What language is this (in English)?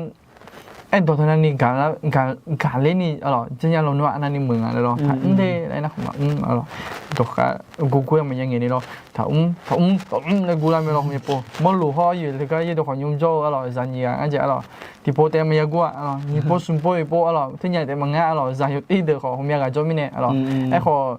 Akha